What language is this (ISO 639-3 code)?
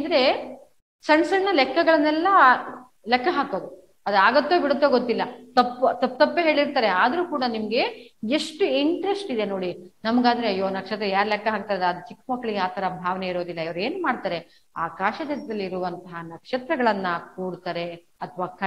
kan